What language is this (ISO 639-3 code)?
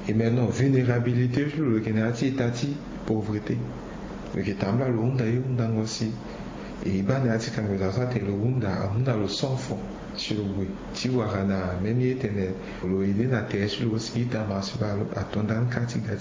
sag